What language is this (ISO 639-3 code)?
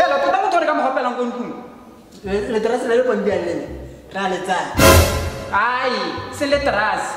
tsn